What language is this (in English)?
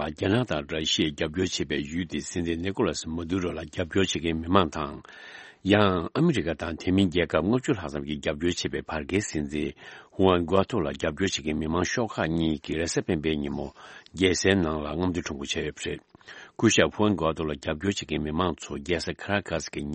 Tibetan